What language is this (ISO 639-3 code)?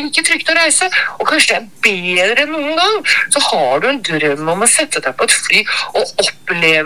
nor